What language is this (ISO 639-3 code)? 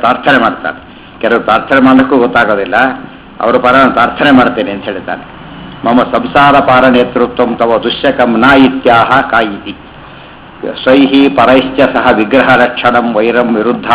kan